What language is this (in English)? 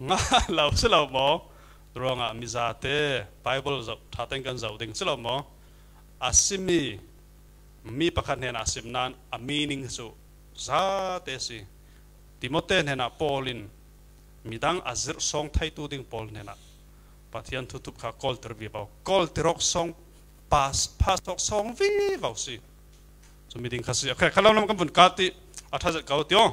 Falam Chin